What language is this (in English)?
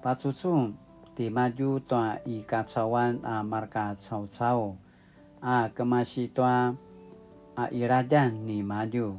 Paiwan